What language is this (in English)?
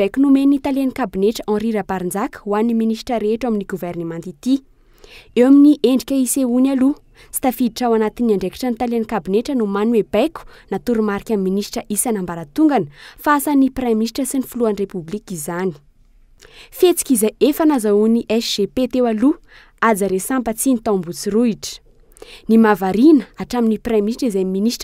Malagasy